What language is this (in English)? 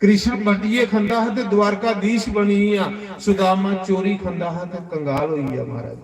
Dogri